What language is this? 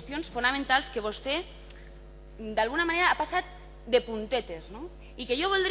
Catalan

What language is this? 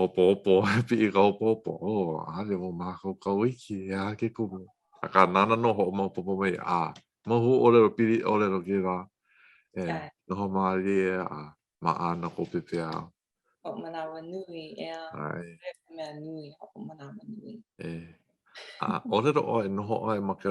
Hawaiian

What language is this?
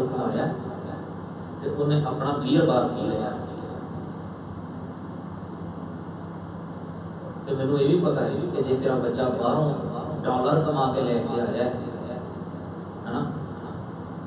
Punjabi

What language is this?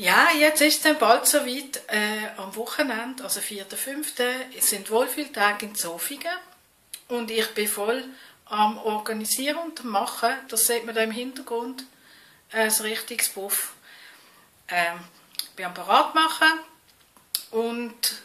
Swiss German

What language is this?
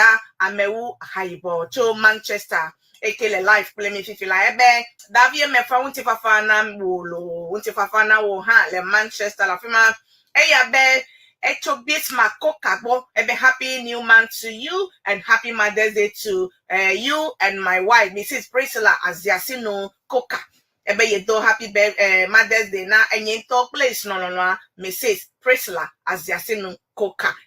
Ewe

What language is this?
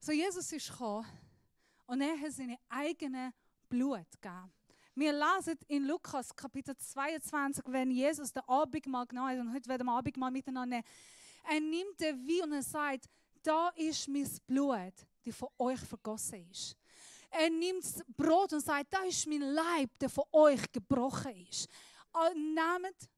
Swiss German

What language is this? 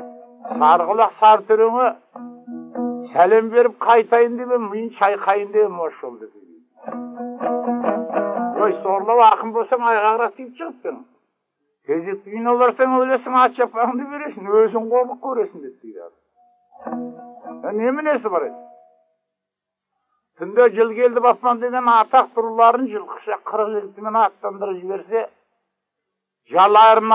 Kazakh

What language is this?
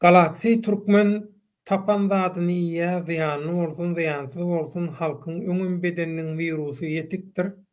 Turkmen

